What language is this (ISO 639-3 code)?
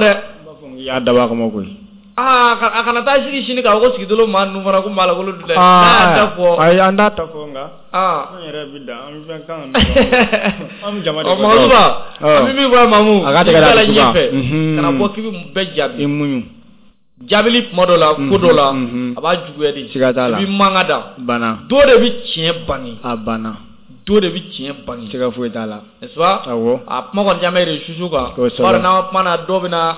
bam